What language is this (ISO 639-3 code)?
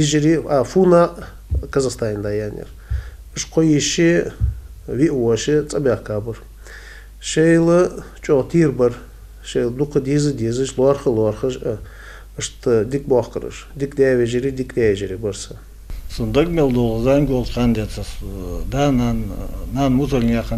inh